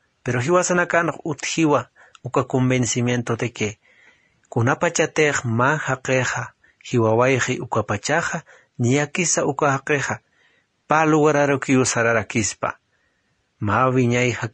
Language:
Aymara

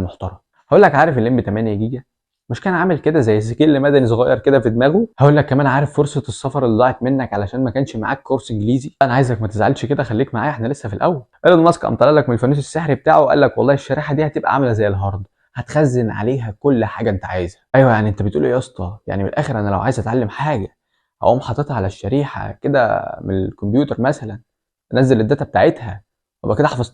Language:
Egyptian Arabic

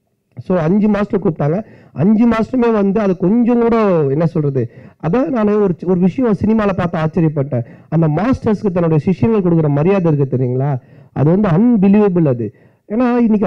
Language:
Tamil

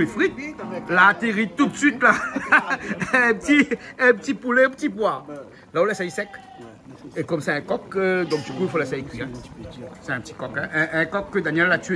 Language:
Réunion Creole French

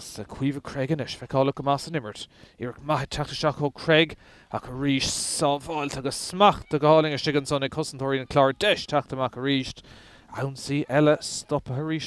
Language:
Irish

